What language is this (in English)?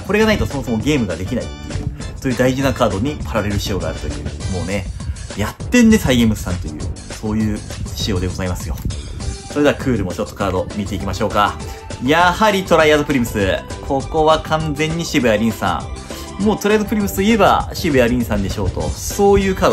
Japanese